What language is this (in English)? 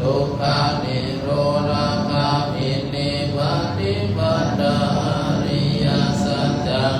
Pali